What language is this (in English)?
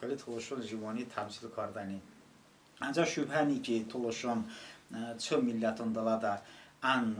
Talysh